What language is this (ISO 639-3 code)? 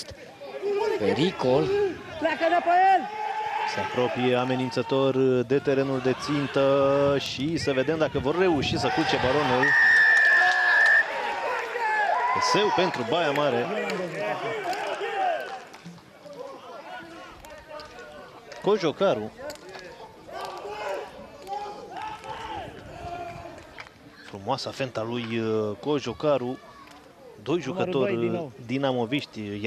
ron